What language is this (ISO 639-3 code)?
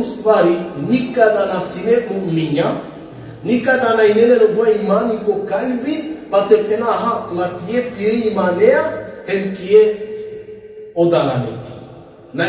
rmn